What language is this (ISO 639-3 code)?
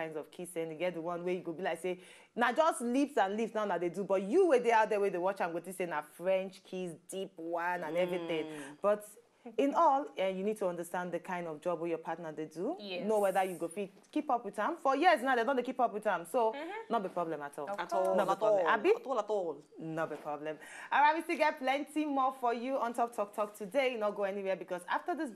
pcm